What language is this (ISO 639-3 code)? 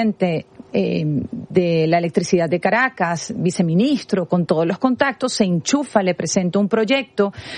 spa